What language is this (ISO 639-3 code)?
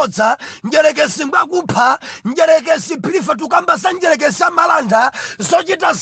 nya